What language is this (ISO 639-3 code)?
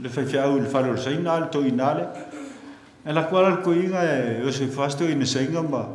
smo